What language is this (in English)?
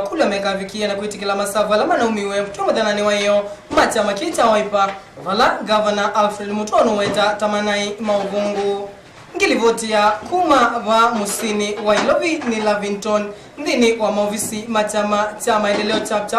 Kamba